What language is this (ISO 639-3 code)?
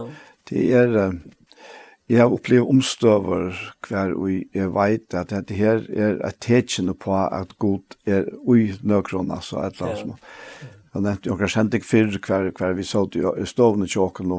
fao